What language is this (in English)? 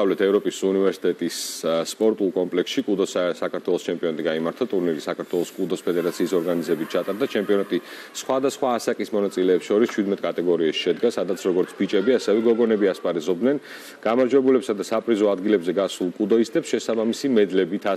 Georgian